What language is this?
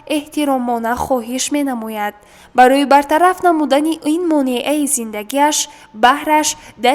Tajik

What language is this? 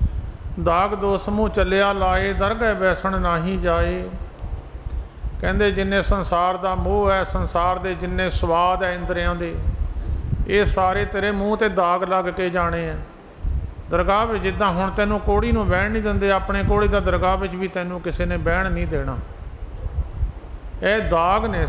Punjabi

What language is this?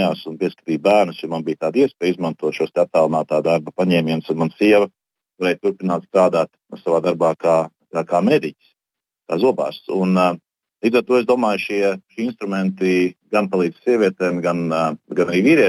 Latvian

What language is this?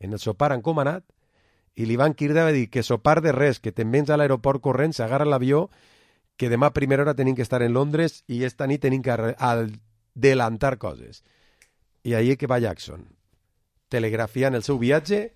Catalan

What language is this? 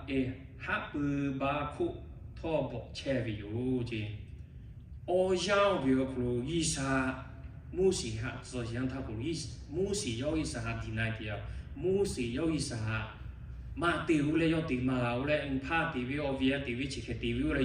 Lahu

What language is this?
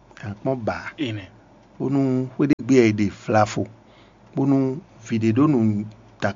Fon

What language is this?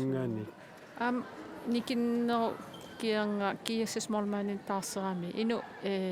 Kalaallisut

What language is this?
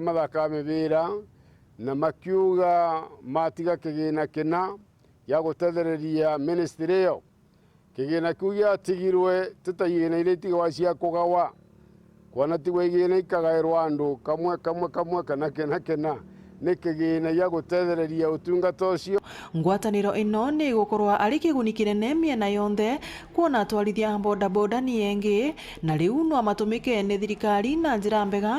Meru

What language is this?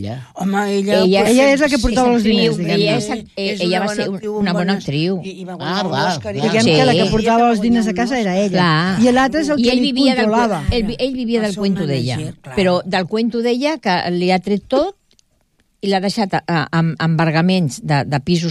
Catalan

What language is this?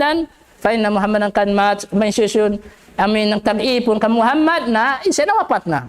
Tausug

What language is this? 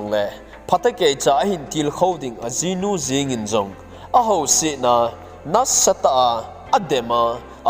Thado Chin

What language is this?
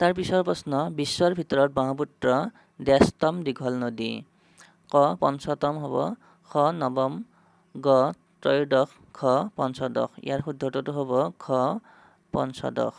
Assamese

